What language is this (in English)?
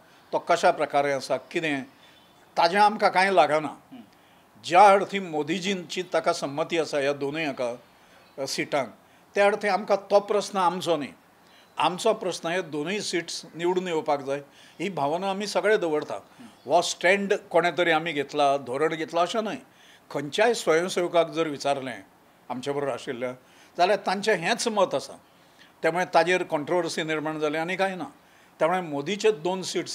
Konkani